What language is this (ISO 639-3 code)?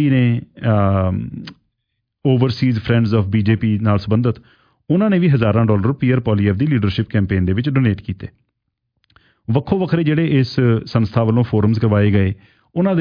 pan